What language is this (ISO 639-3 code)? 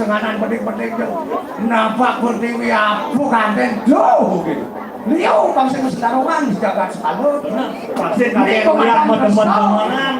ban